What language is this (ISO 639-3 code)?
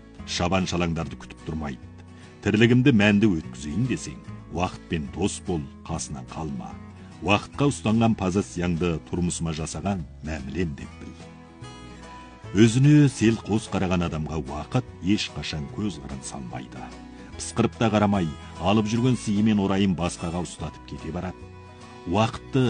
kaz